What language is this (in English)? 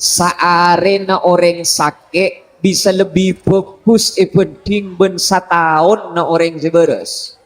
Madurese